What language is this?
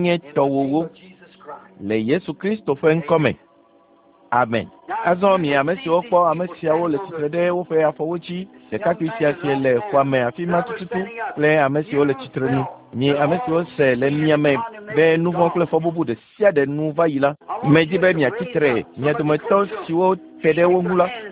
Ewe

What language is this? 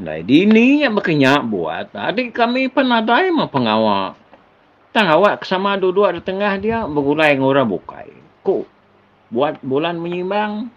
Iban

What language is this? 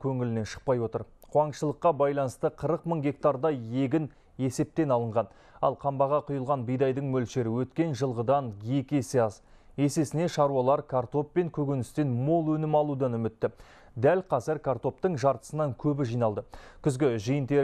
Kazakh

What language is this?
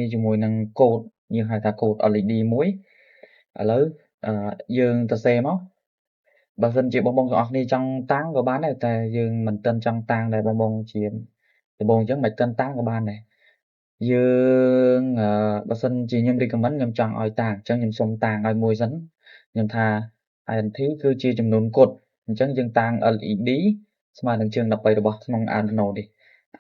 Khmer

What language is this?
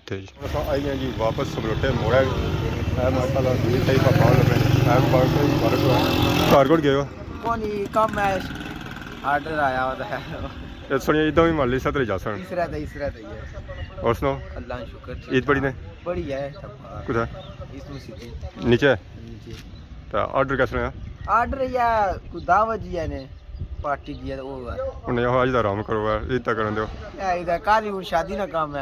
Pahari-Potwari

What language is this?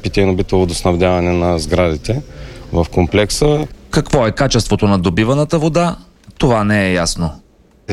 Bulgarian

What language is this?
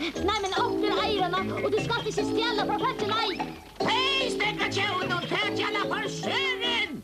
Faroese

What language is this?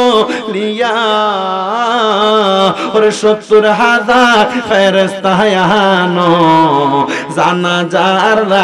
Bangla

